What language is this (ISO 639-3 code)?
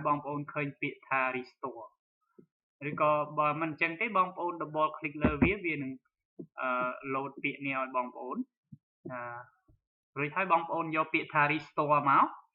khm